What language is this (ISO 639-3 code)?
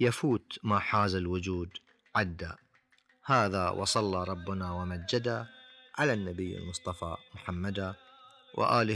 afb